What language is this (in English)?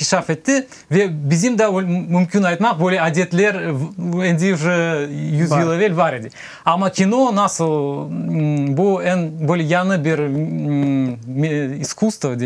Crimean Tatar